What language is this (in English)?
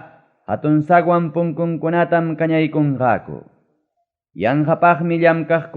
Ayacucho Quechua